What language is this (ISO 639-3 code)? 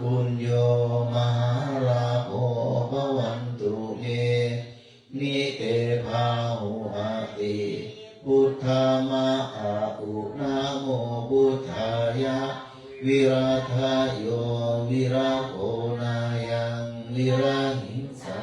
pli